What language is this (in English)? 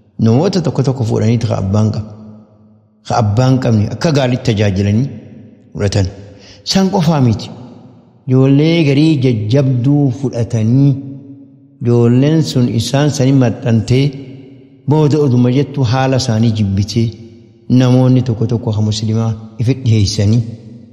Oromo